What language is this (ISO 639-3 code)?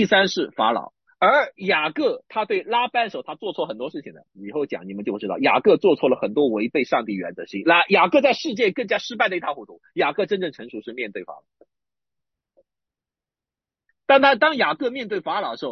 zho